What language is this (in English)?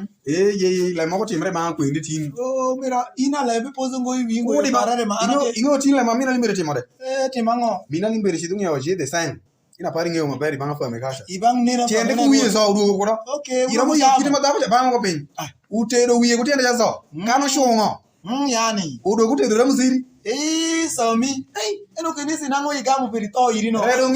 Alur